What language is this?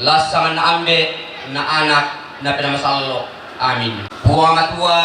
Toraja-Sa'dan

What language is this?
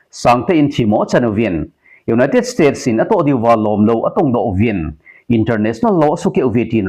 Thado Chin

